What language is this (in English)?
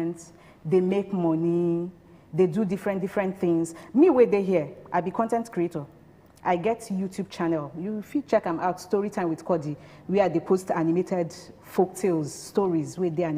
Nigerian Pidgin